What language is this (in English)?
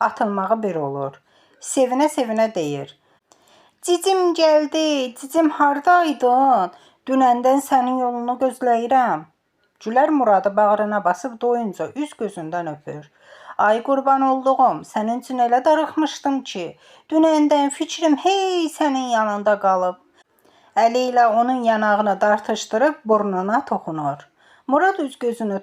Azerbaijani